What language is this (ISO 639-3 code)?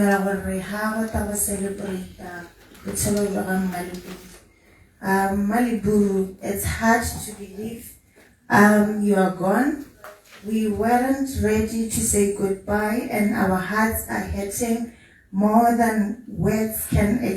tsn